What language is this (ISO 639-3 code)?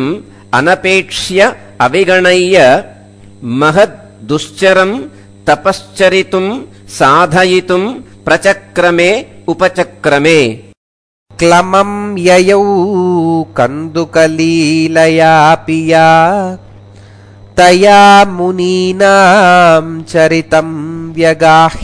san